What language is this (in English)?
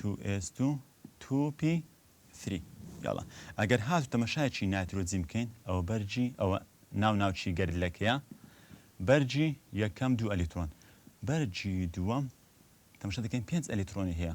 Central Kurdish